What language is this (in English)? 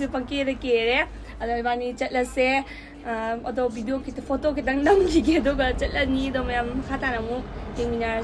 Manipuri